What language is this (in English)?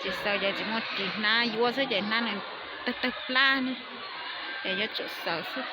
Hmong